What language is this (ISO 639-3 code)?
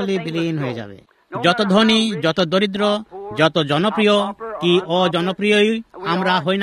ben